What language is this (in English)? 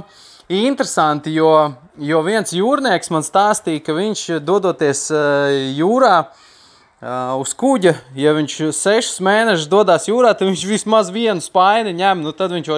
Latvian